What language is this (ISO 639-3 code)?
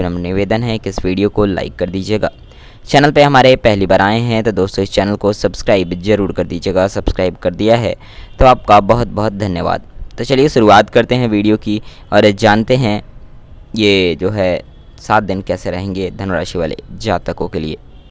hin